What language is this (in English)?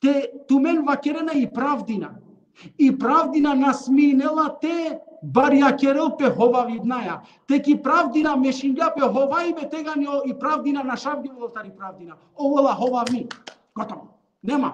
Balkan Romani